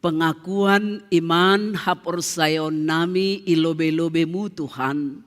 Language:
Batak Simalungun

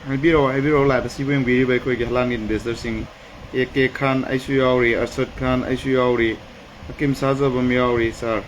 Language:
Manipuri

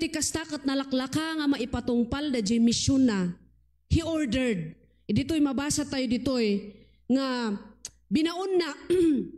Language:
Iloko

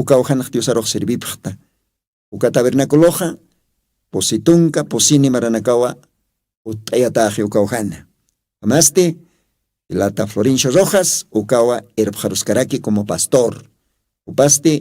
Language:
Aymara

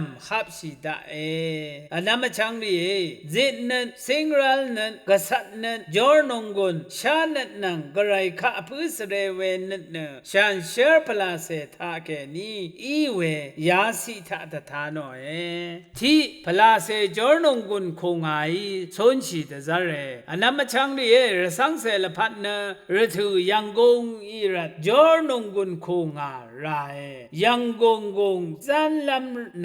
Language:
Rawang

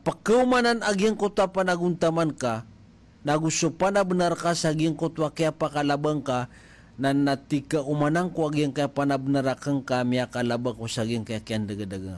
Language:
Maranao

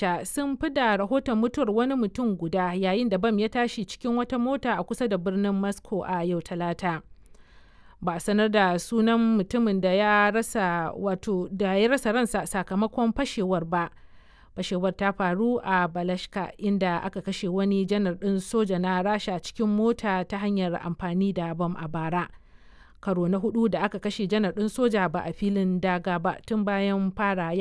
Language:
Hausa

